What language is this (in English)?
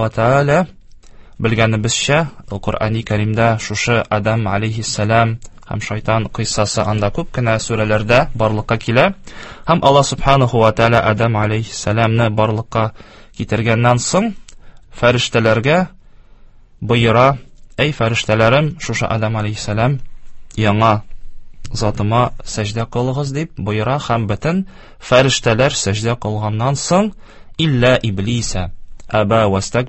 Tatar